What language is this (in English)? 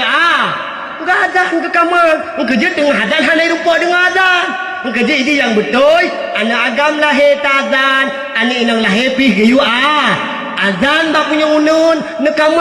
Achinese